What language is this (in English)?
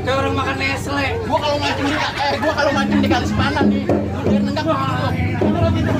Betawi